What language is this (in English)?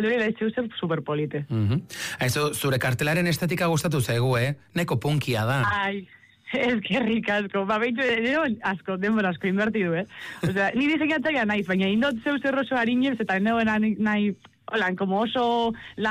Basque